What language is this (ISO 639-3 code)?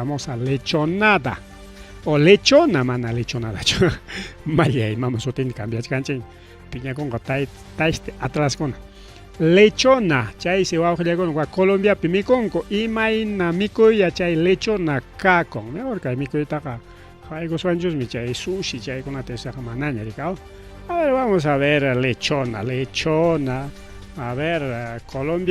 quy